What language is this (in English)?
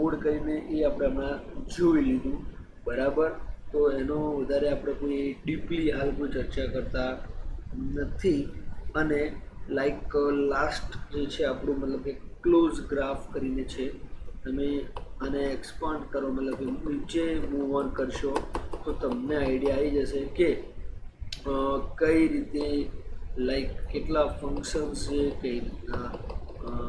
Gujarati